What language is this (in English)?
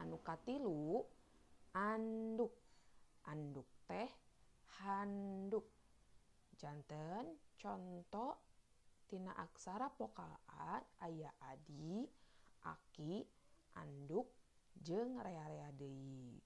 Sundanese